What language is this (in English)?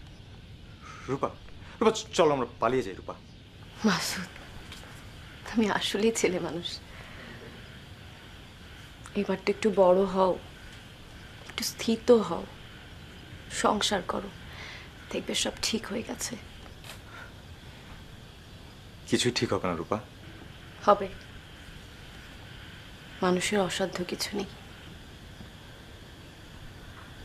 Bangla